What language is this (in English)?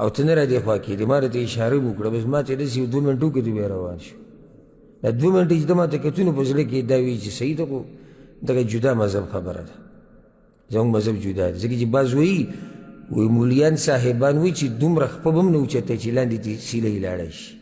Pashto